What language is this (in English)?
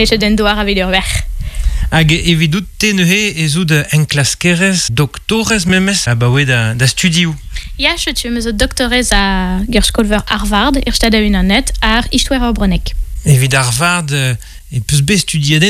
Breton